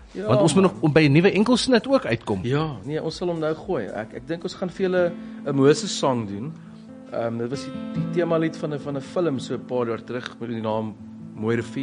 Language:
Afrikaans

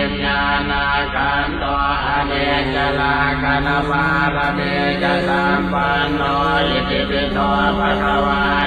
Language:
Pali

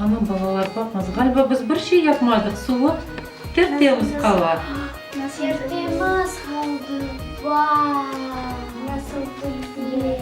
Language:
Crimean Tatar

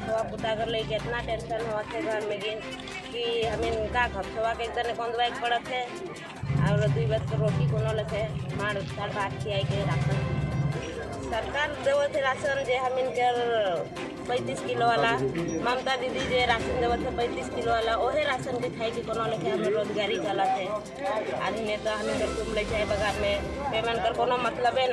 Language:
Sadri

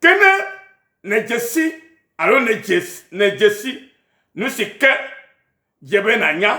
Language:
Ewe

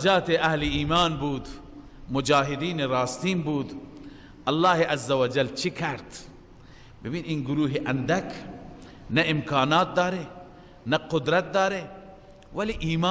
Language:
Persian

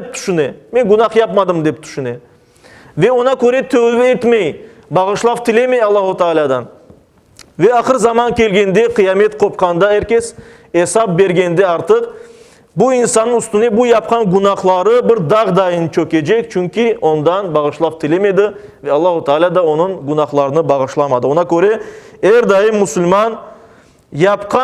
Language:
Crimean Tatar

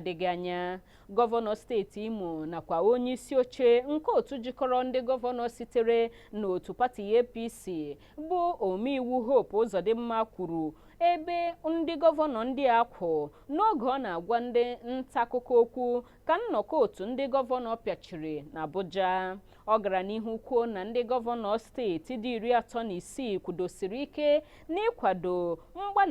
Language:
Igbo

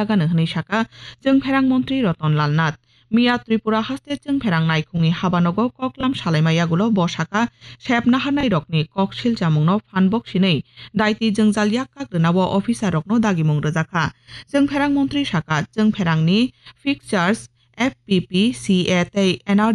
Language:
Kok Borok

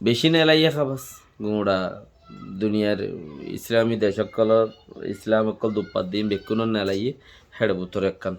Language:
Rohingya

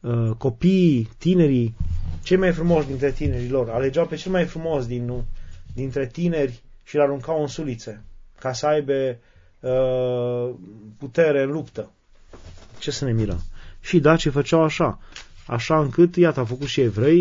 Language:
Romanian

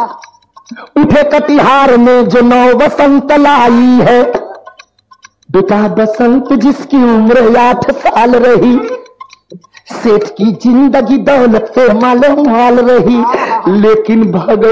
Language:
Bhojpuri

